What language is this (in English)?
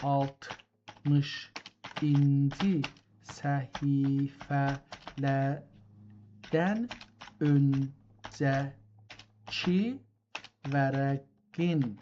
South Azerbaijani